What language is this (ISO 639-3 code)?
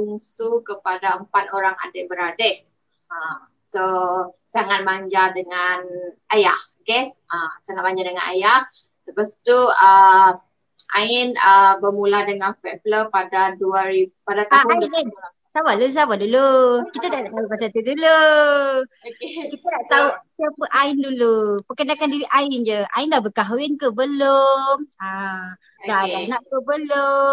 msa